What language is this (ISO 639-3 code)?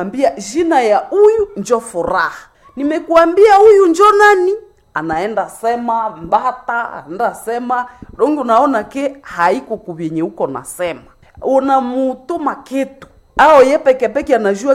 swa